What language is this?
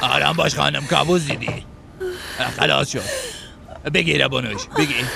Persian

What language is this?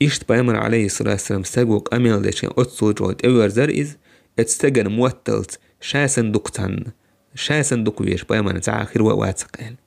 Chechen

